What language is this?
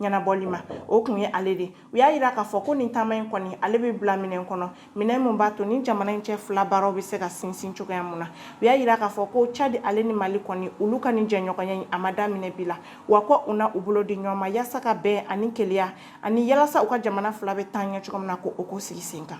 Bambara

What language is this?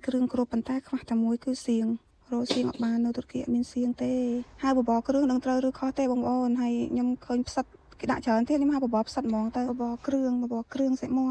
Khmer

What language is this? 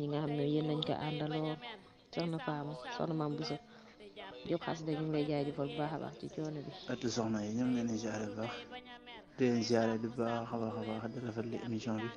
Wolof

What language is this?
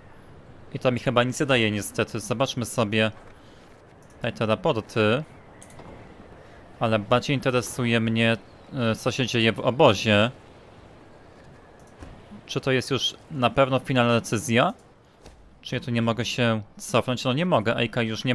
Polish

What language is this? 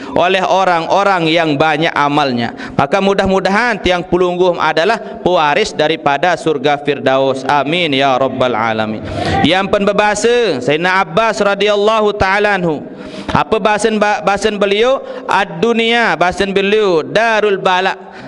Sasak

